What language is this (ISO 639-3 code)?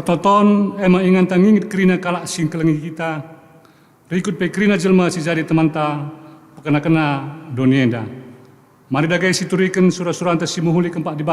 btx